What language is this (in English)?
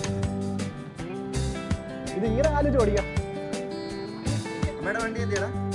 Malayalam